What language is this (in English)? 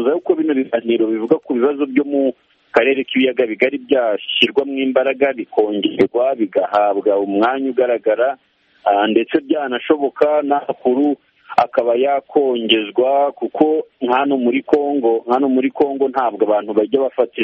Kinyarwanda